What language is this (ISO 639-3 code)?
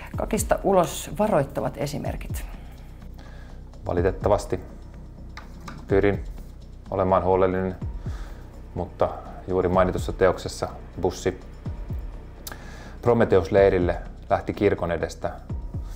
fin